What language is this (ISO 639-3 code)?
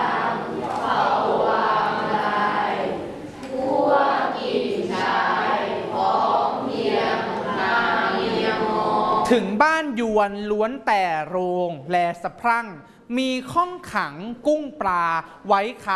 tha